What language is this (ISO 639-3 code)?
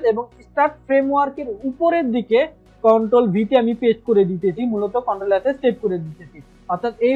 ben